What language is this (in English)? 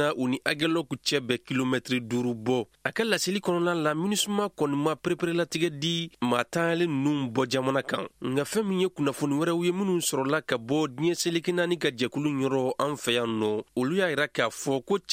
Bambara